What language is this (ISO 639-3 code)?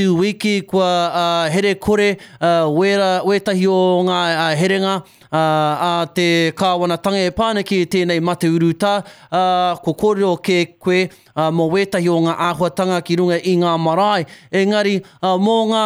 mri